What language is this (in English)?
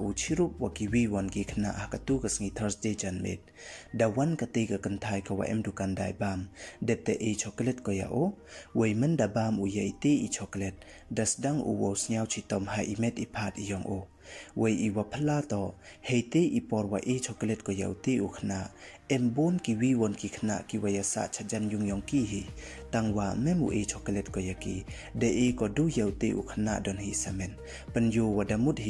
Pnar